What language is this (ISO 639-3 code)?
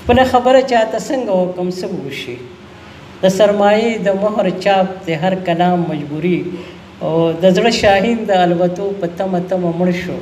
pus